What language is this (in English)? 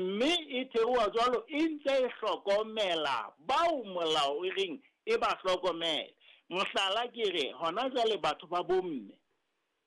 Southern Sotho